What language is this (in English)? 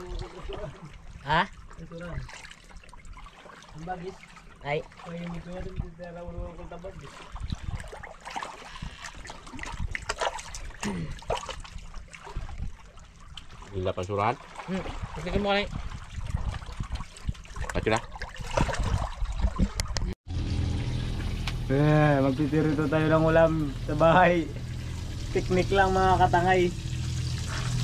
Filipino